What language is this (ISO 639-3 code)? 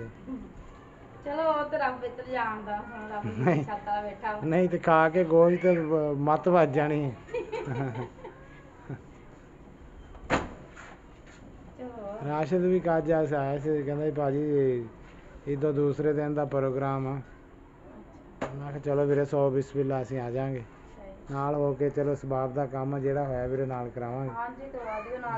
pan